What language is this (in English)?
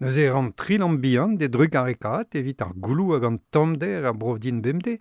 Breton